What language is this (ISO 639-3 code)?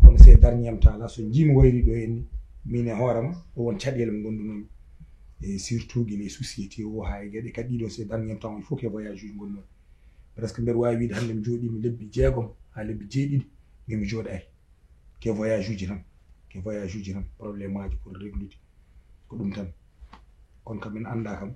ful